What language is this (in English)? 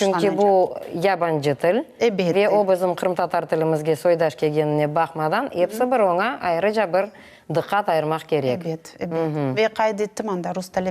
Crimean Tatar